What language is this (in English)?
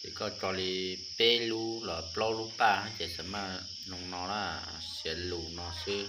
Hmong